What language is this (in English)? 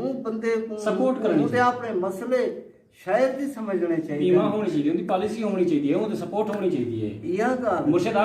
Saraiki